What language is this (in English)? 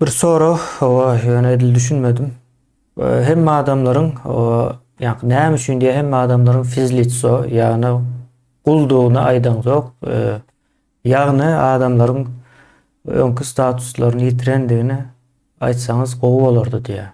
Turkmen